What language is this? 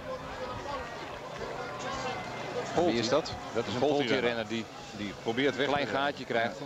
Dutch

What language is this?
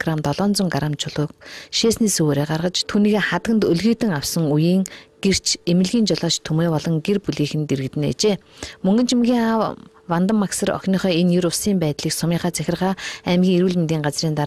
Mongolian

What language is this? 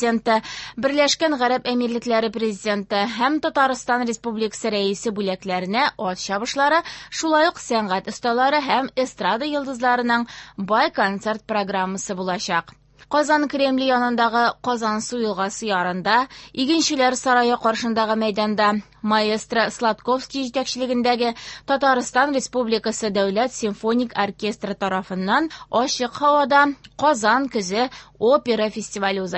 Tatar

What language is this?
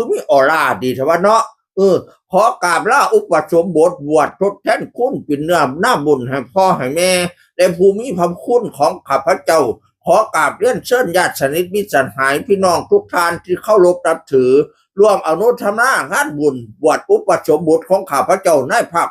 Northeastern Thai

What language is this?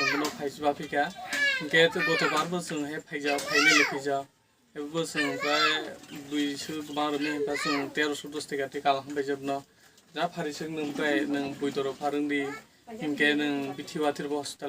Kok Borok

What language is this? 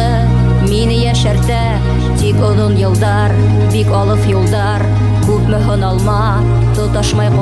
Bashkir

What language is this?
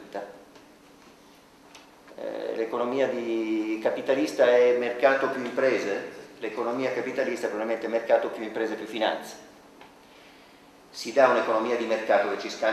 Italian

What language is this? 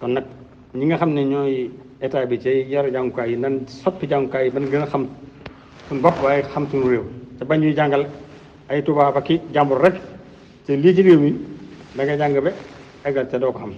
Wolof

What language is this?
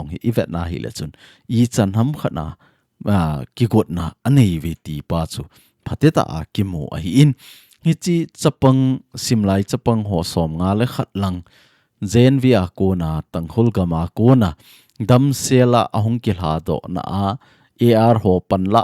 Thado Chin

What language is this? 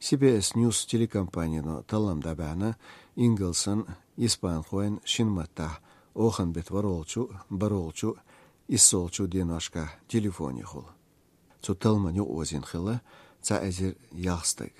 Chechen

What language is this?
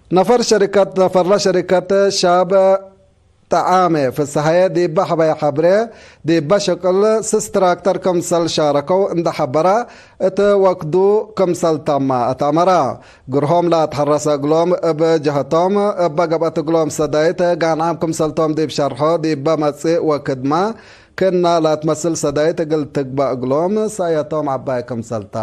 Tigre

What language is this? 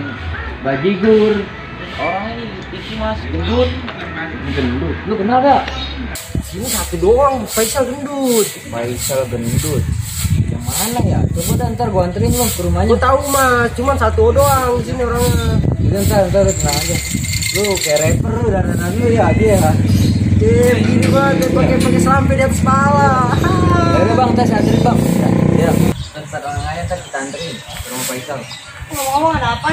Betawi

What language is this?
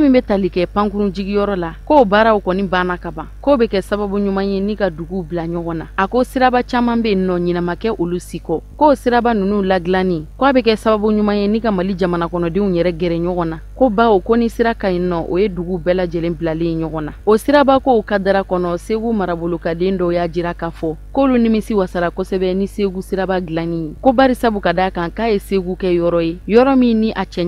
Bambara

